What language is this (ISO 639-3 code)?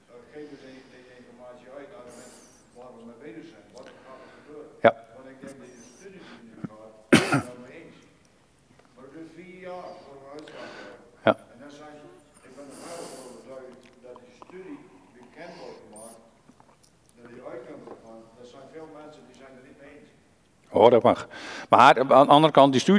nld